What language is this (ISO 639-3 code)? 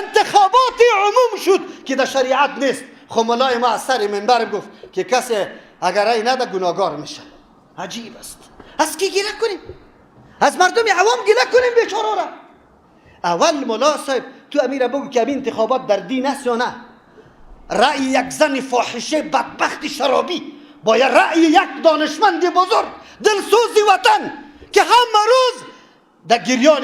fas